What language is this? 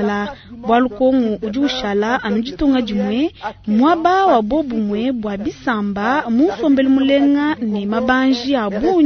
Luba-Lulua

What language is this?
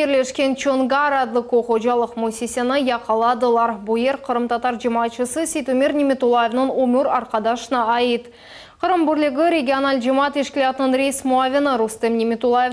Crimean Tatar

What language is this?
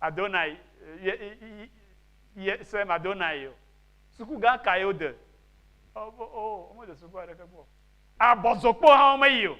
Ewe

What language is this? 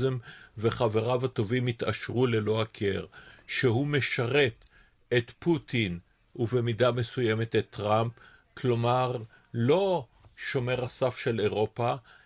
Hebrew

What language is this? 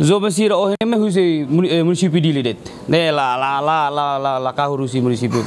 Tetum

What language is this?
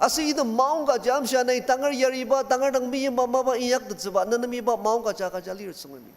Ao Naga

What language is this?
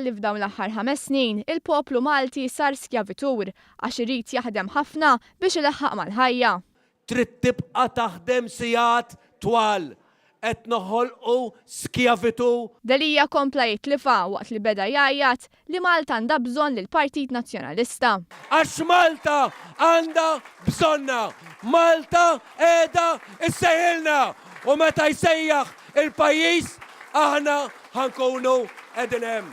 Maltese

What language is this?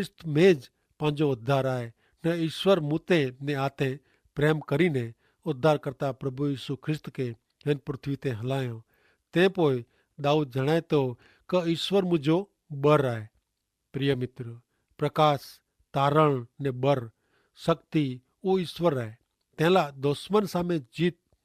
Kachhi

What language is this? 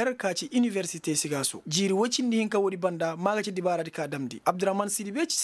Koyraboro Senni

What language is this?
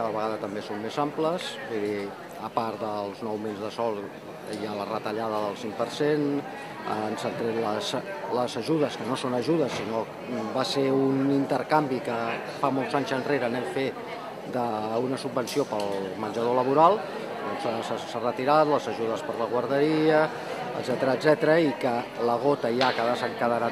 Catalan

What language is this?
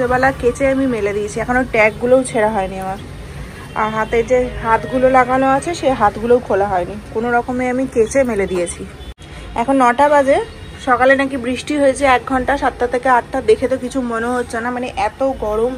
Bangla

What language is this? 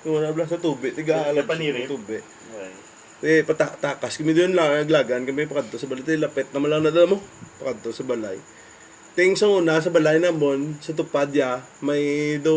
Hiligaynon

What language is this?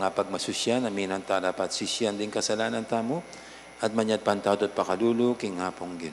Pampanga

